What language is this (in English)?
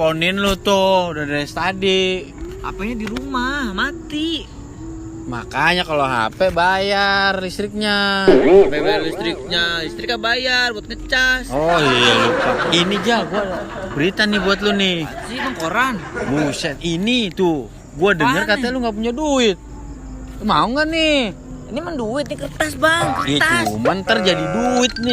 Betawi